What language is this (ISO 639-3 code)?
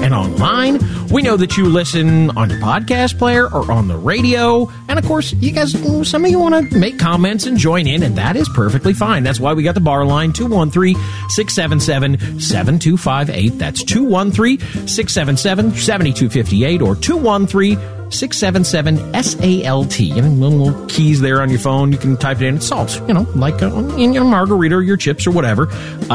eng